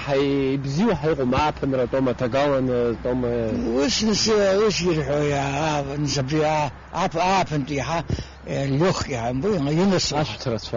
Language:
Abkhazian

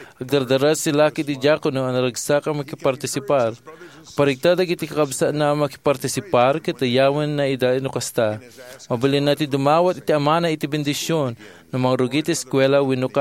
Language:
Iloko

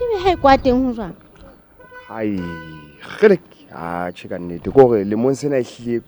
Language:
Southern Sotho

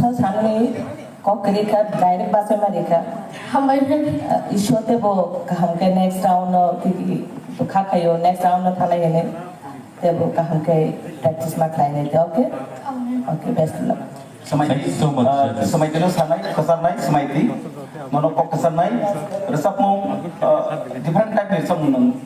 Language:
Kok Borok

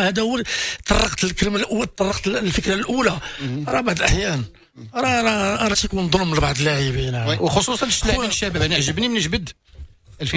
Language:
Moroccan Arabic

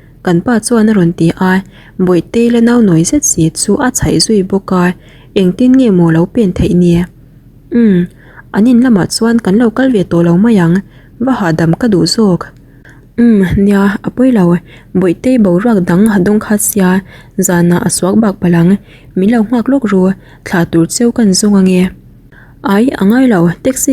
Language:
Mizo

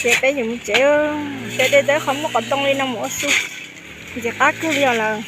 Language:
Hmong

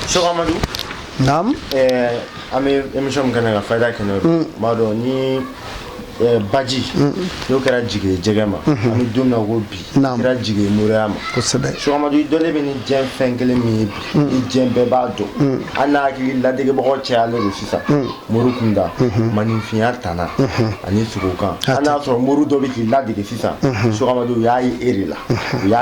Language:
Bambara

